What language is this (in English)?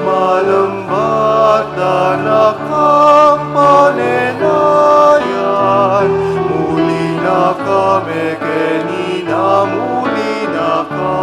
Pampanga